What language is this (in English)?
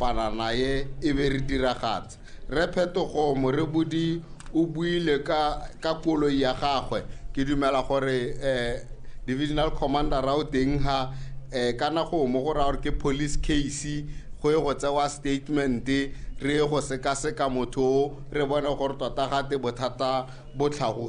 Tswana